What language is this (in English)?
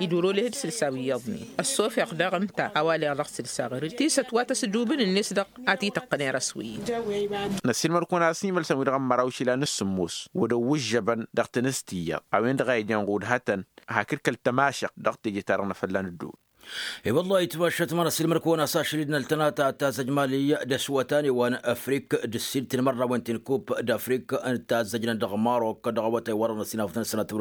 Tamasheq